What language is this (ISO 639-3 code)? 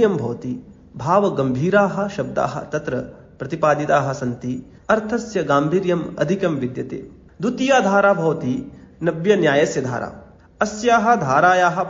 san